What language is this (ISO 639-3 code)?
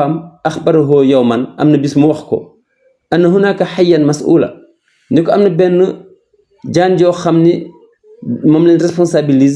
wol